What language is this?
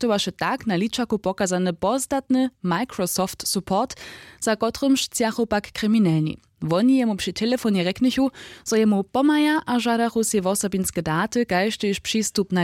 Upper Sorbian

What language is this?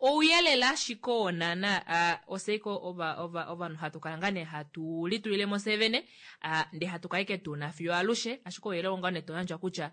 Kuanyama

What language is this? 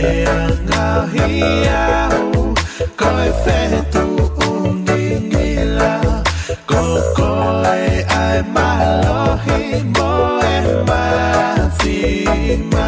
Tongan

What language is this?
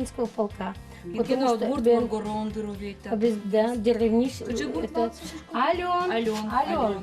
Udmurt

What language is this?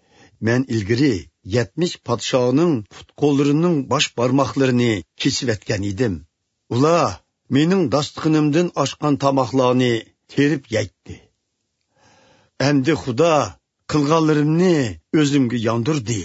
Uyghur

